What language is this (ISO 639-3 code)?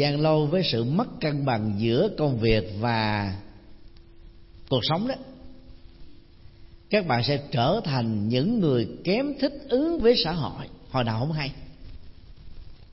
vie